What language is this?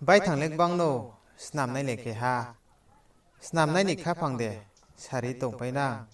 Riang (India)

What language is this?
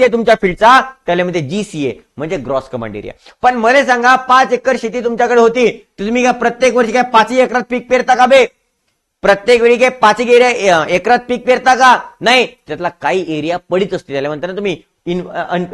Marathi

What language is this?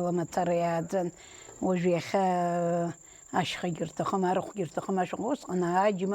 Abkhazian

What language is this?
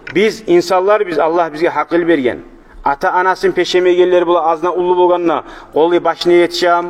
Kumyk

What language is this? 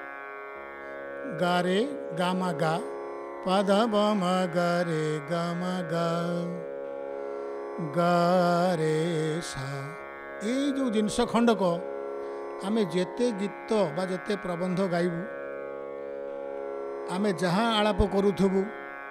Odia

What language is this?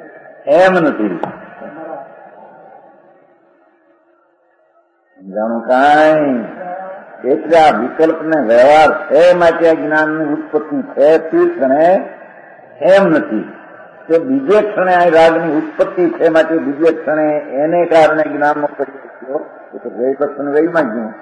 Gujarati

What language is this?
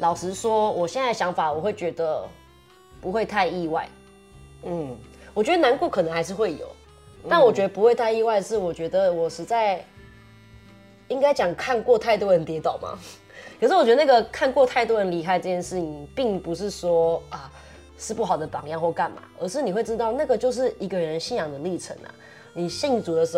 Chinese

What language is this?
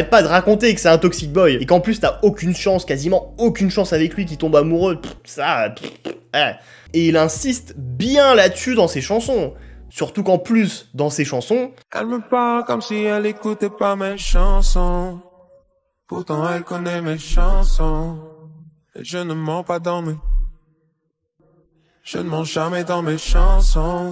French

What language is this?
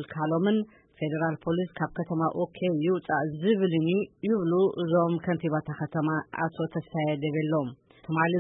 Tigrinya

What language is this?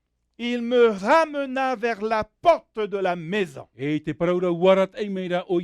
Tahitian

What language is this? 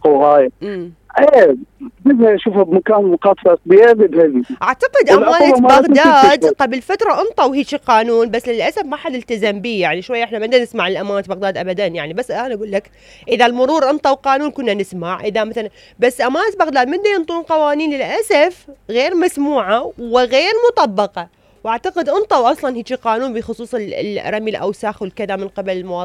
Mesopotamian Arabic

